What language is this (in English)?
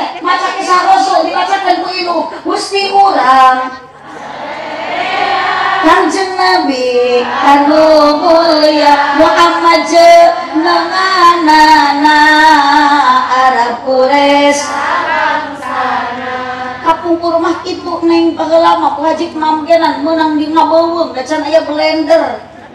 Sundanese